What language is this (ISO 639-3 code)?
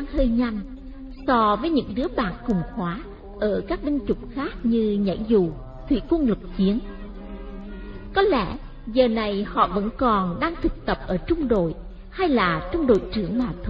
vie